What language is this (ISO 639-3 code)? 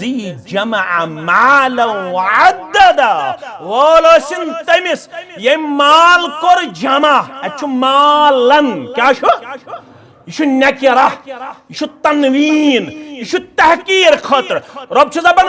kas